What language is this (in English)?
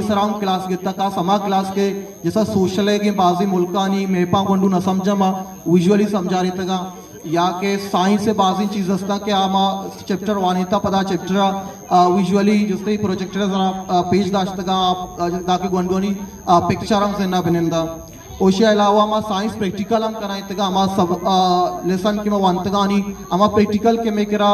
Eastern Balochi